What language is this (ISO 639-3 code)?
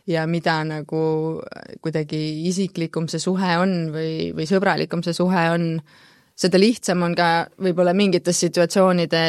est